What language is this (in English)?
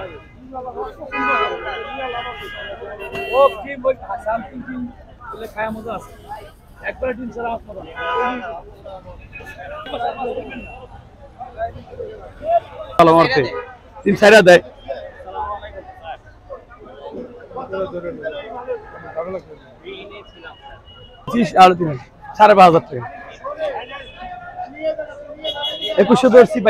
Bangla